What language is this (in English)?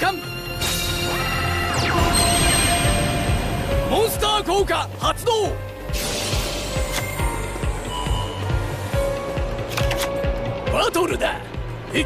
Japanese